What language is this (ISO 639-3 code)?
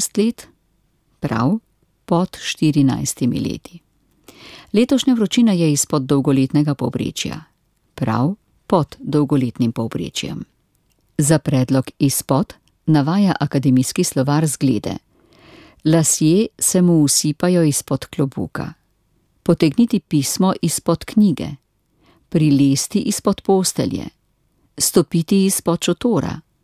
slv